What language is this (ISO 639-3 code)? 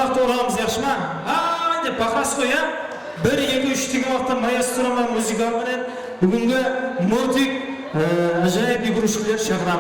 kaa